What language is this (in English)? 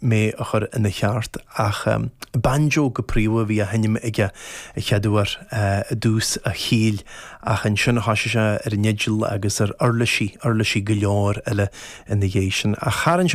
Irish